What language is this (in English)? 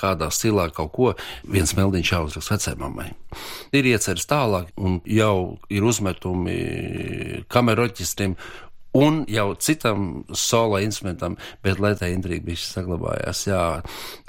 Latvian